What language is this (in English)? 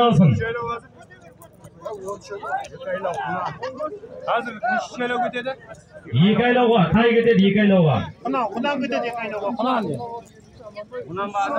Kazakh